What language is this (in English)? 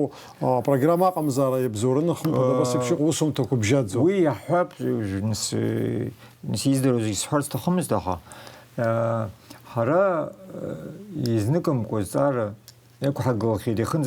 Abkhazian